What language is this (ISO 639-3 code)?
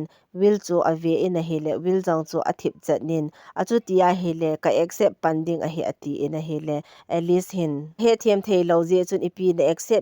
tcz